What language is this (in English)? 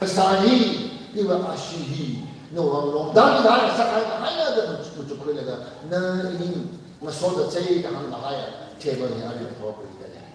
Tangkhul Naga (India)